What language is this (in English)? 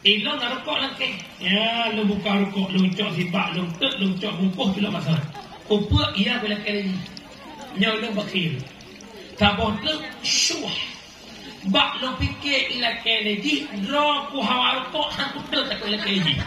Achinese